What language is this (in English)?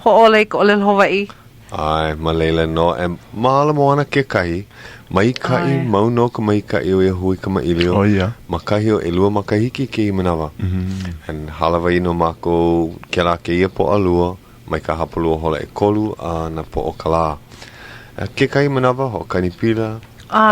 Hawaiian